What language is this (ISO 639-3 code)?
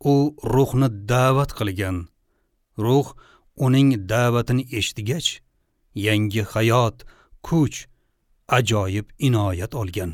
uzb